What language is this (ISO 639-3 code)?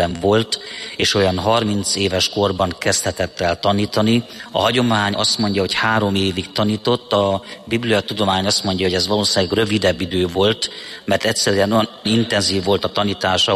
hun